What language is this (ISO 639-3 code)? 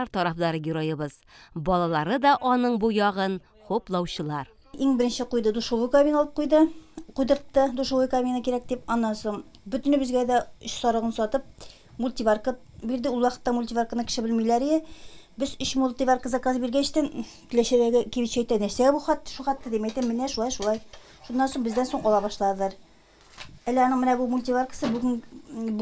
tat